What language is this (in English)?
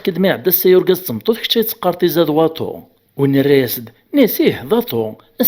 Kabyle